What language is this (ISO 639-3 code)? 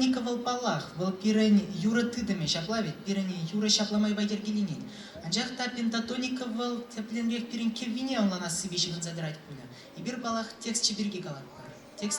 chv